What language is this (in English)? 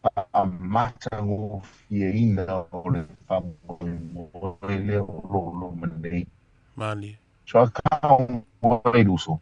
Samoan